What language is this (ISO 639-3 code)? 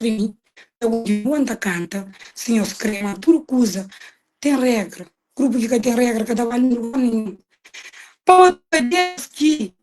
kea